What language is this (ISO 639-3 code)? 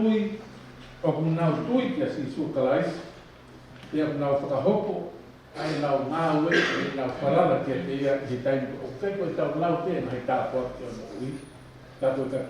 ton